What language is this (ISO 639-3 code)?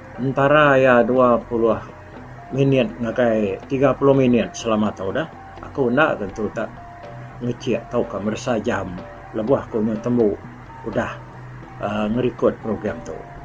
iba